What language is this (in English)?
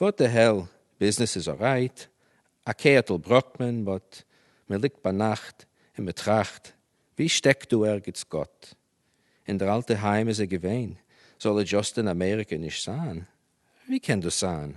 Yiddish